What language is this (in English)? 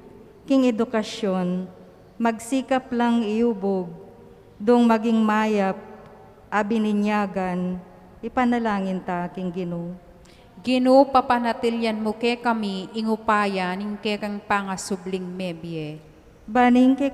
Pampanga